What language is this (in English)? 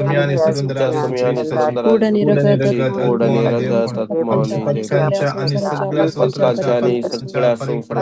Konkani